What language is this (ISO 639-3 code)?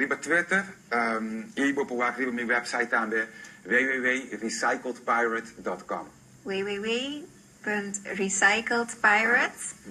pap